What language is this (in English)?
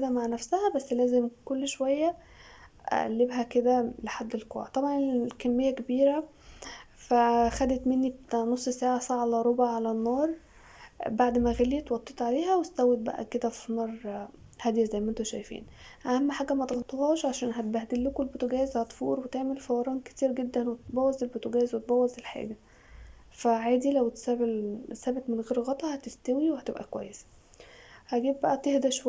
Egyptian Arabic